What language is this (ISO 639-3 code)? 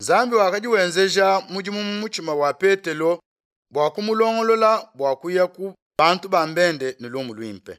lua